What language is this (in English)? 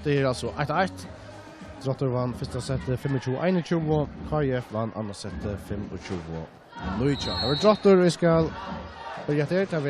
Faroese